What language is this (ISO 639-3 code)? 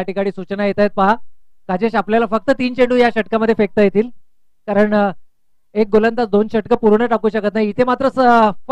mar